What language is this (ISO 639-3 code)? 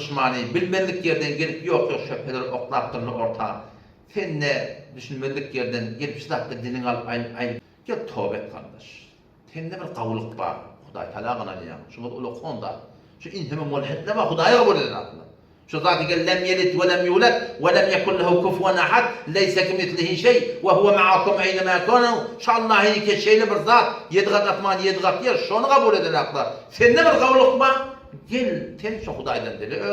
tuk